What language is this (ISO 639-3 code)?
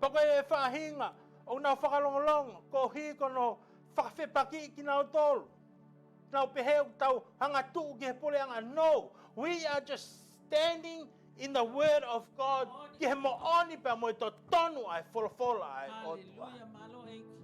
ton